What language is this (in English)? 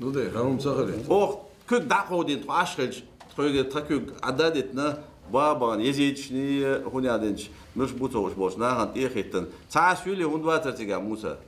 Chechen